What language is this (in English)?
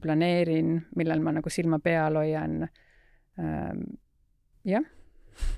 Estonian